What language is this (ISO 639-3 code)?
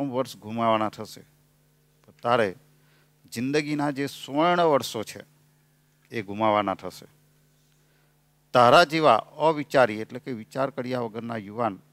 guj